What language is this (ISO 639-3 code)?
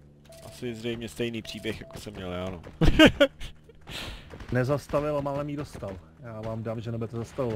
ces